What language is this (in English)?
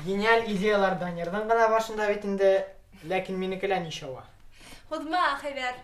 Bashkir